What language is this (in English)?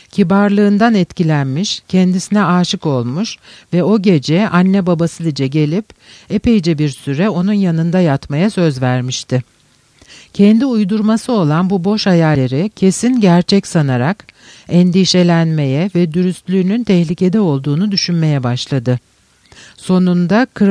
Turkish